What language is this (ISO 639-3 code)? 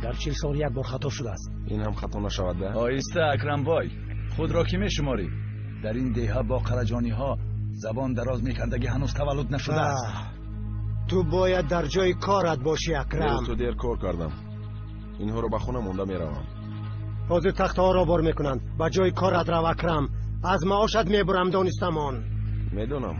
tgk